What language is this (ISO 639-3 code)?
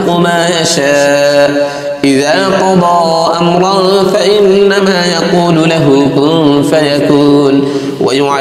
ara